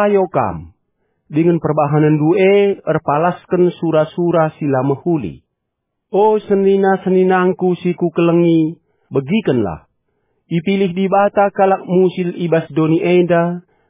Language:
Batak Karo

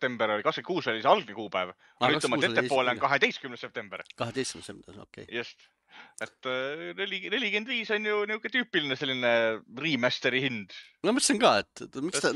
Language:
Estonian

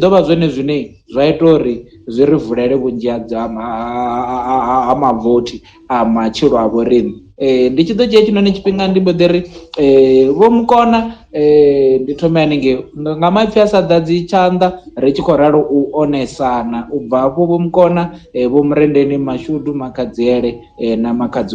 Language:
Venda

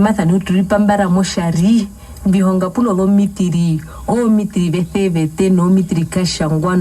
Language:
Herero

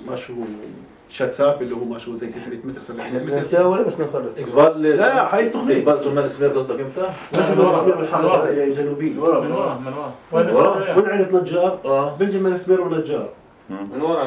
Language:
North Levantine Arabic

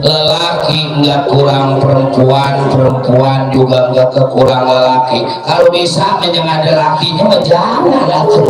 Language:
Betawi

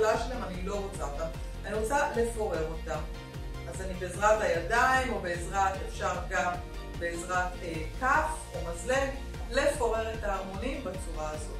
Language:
Hebrew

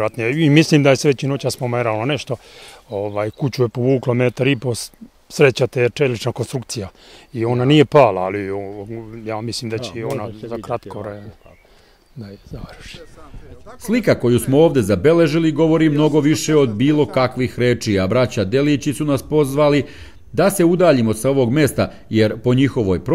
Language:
Serbian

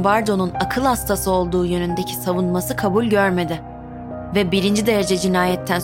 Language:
Turkish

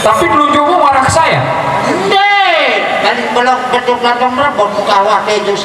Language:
Sasak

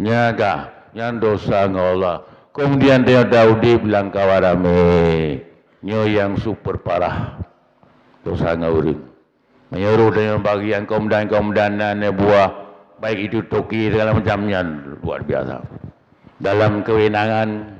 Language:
Achinese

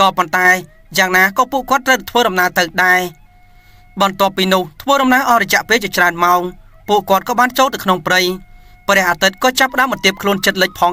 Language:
Khmer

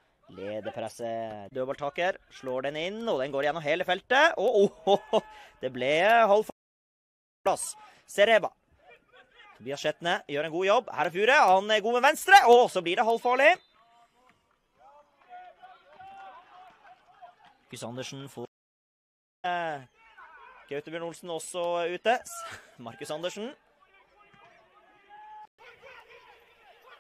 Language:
Norwegian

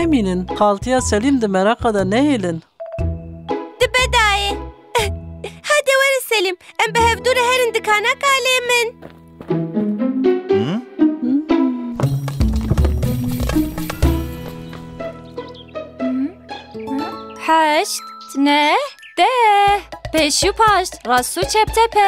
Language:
Kurdish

